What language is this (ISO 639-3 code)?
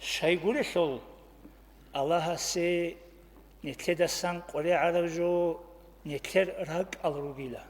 ava